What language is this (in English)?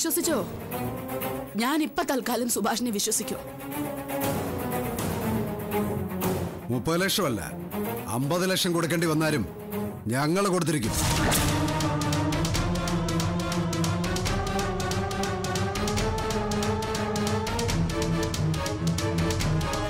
Malayalam